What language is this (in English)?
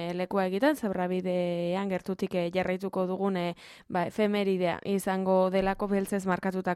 Basque